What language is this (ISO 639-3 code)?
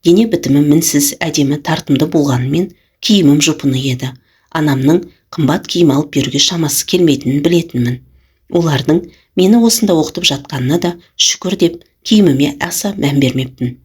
kaz